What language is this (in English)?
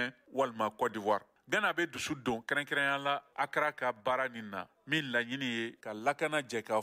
Bambara